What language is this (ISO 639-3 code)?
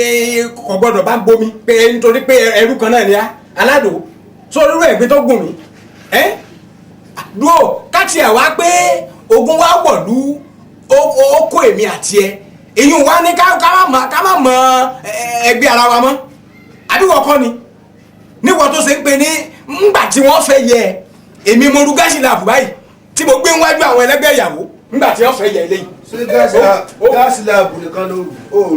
yor